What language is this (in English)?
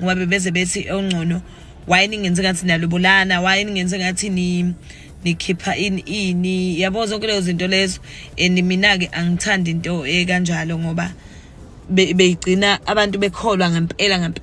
Zulu